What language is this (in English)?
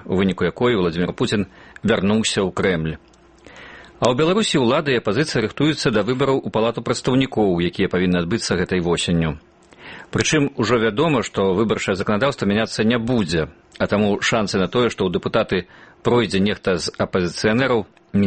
Belarusian